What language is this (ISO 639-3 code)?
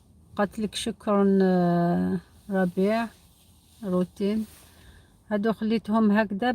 arq